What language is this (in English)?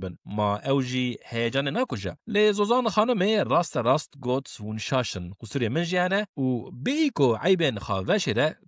Kurdish